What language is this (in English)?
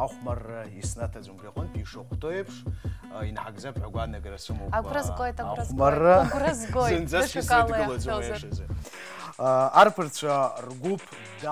Abkhazian